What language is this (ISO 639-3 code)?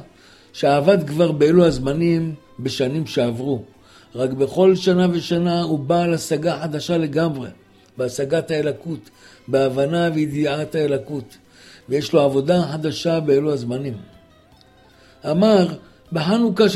heb